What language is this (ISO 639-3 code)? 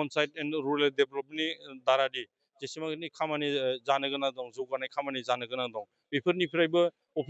brx